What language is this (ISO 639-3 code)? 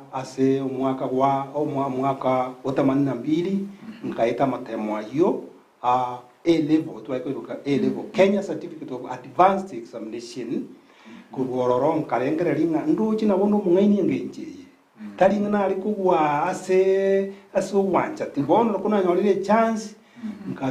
guz